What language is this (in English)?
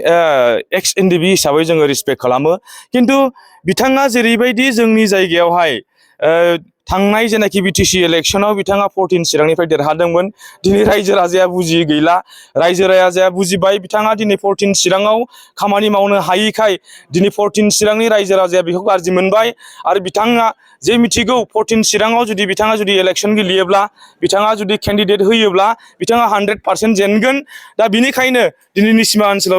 Bodo